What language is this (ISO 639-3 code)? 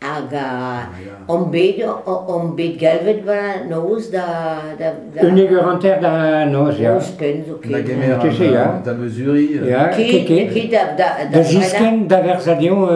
bre